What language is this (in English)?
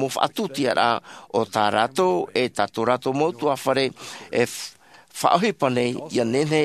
Tahitian